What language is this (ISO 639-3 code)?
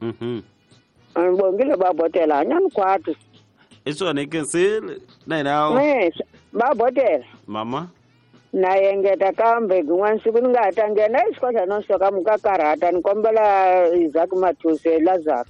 tso